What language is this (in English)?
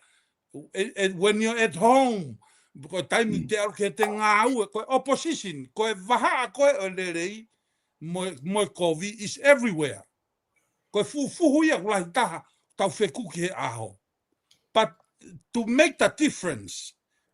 Tongan